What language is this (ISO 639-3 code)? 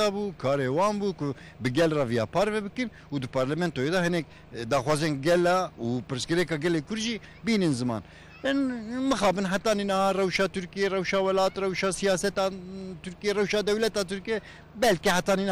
kur